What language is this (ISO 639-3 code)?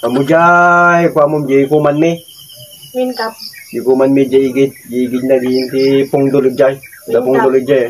ilo